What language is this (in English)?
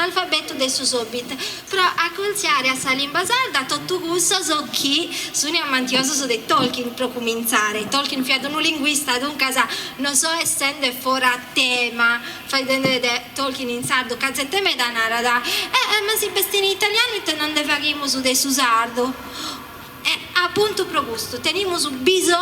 Sardinian